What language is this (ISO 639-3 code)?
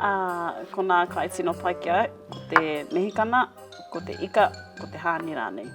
mri